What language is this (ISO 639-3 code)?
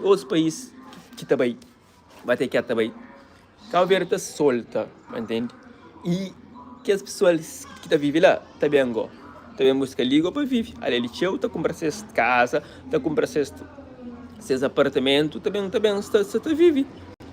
kea